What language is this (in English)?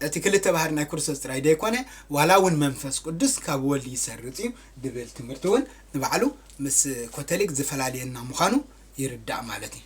Tigrinya